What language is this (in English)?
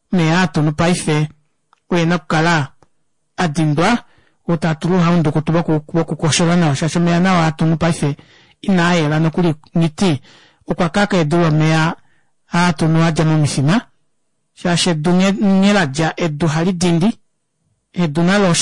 Kuanyama